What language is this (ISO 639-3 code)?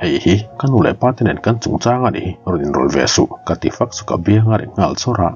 lus